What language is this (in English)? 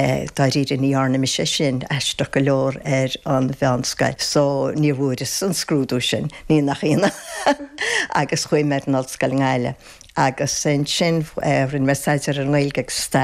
Irish